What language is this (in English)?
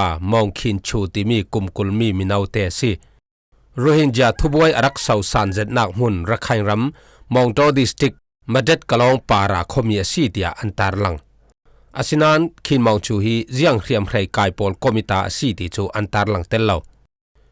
Falam Chin